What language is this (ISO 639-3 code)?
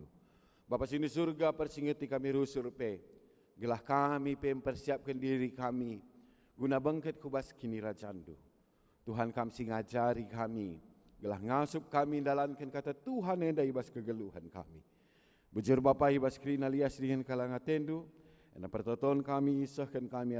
btx